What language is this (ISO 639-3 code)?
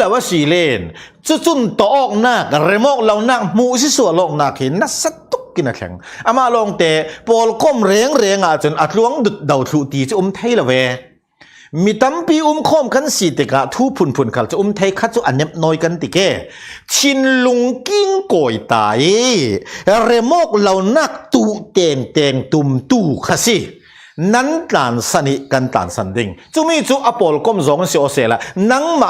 cfm